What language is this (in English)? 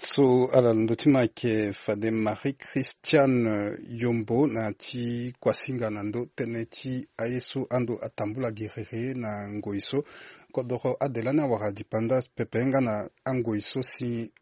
Sango